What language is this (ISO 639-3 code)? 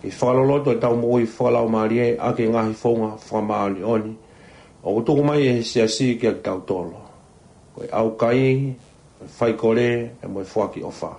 ton